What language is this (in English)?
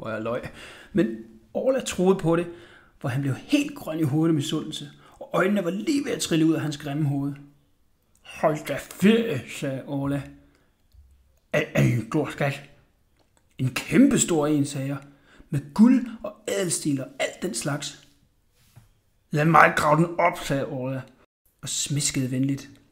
Danish